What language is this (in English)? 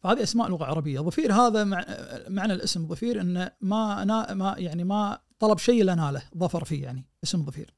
Najdi Arabic